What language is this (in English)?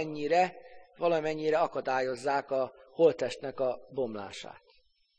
Hungarian